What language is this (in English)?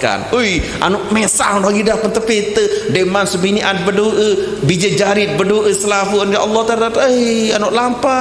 Sasak